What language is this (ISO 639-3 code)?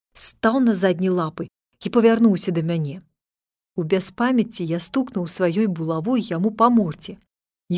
bel